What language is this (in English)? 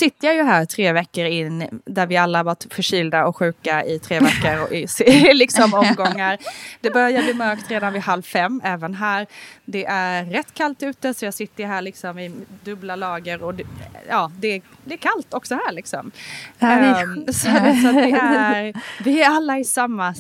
Swedish